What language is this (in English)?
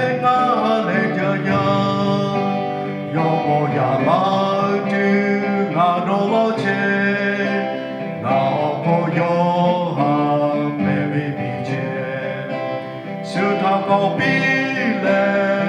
Lahu